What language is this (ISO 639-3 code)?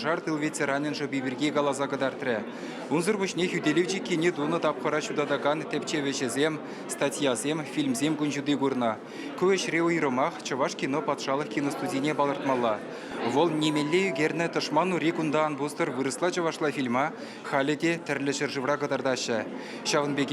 chv